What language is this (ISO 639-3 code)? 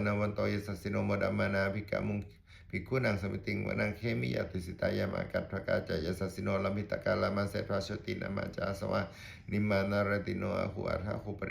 pli